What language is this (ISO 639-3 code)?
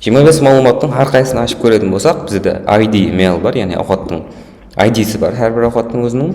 kaa